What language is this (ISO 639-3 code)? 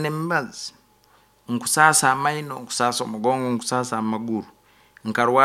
nyo